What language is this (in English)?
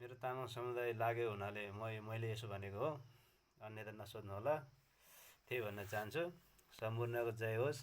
Nepali